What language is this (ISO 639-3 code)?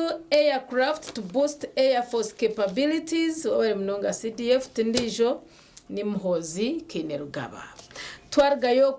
nyn